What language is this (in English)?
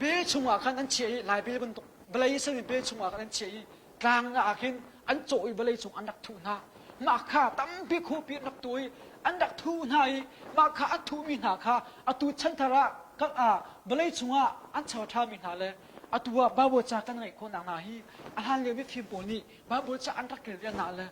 Hakha Chin